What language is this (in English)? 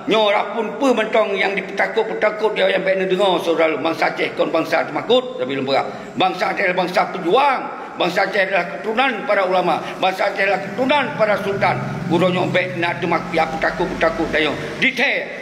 Achinese